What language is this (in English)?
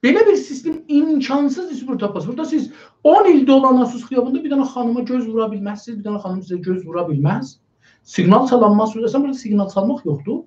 South Azerbaijani